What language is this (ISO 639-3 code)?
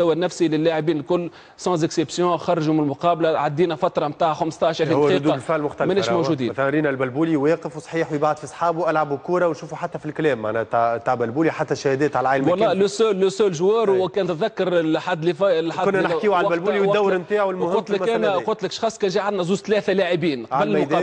aeb